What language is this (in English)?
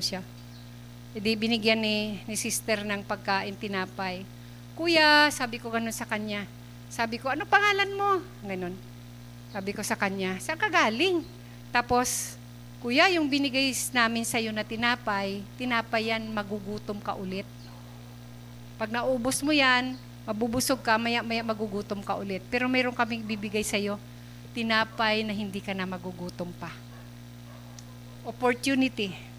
Filipino